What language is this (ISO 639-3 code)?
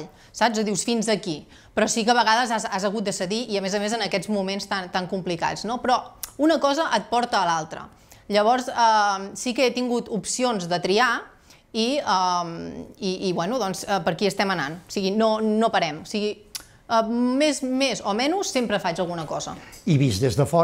cat